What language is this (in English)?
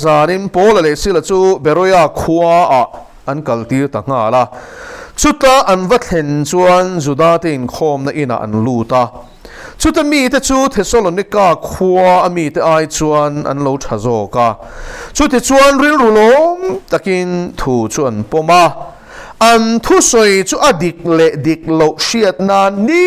Mizo